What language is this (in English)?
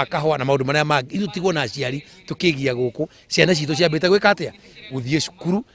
Kikuyu